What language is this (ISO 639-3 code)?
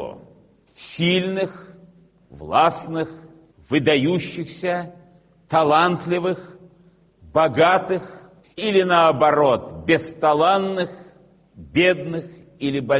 rus